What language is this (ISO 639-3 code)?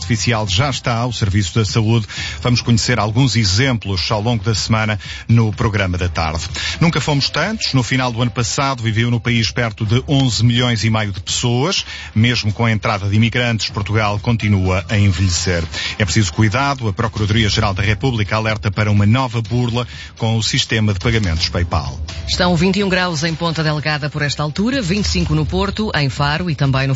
por